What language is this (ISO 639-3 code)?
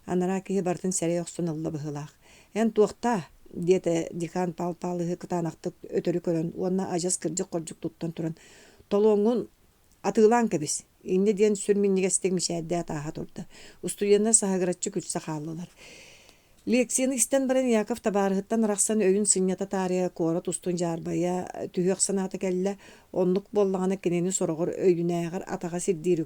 sah